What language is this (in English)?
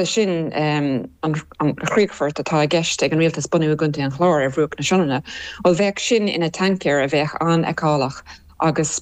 Irish